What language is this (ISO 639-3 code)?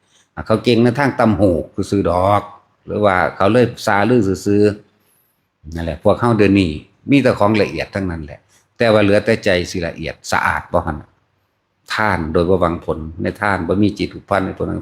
tts